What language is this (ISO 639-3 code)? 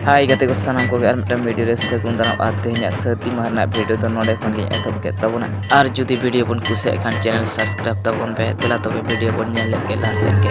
sat